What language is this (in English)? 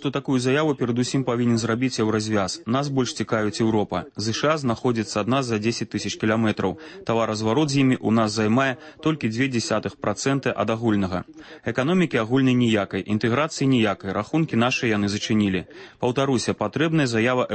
Belarusian